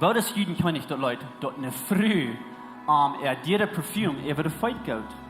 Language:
Plautdietsch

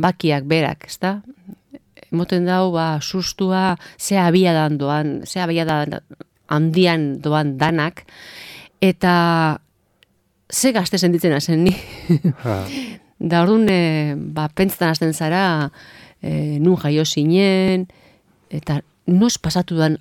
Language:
Basque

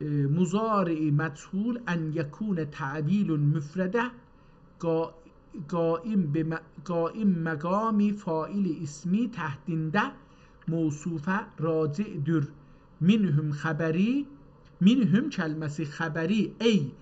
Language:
South Azerbaijani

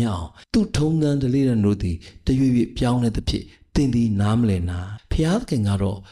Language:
Burmese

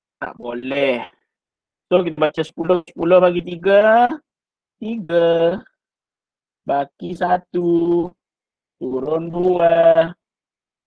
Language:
Malay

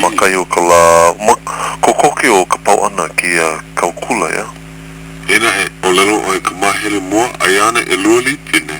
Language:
Hawaiian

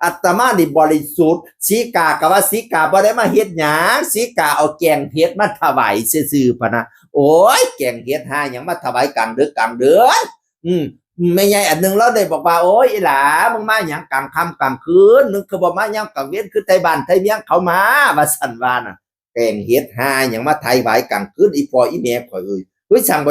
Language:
Northeastern Thai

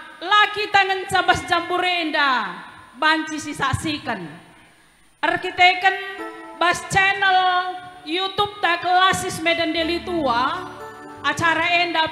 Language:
Batak Karo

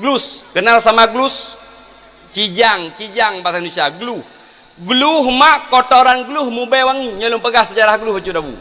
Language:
Achinese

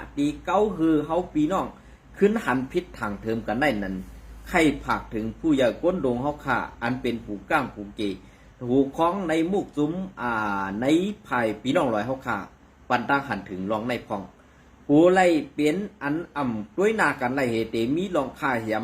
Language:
Shan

